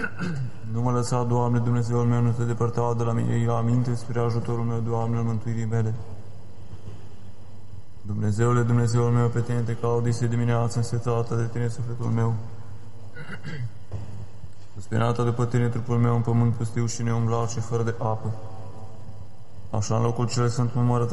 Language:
Romanian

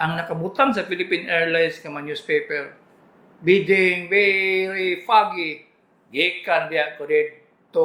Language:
Cebuano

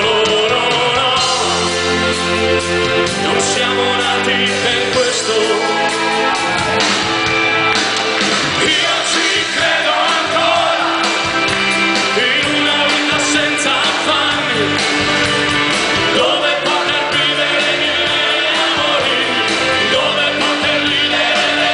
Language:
Italian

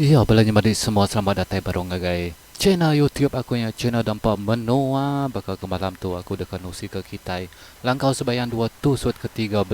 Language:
Iban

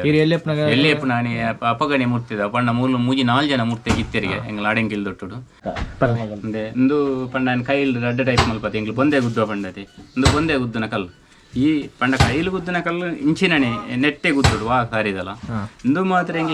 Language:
Tulu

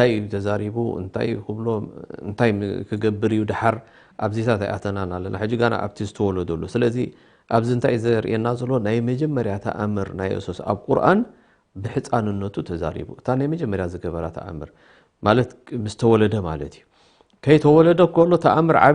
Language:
Tigrinya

